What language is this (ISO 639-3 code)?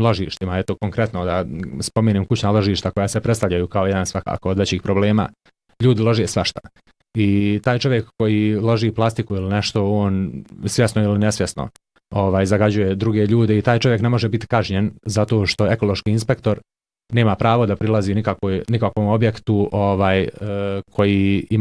bos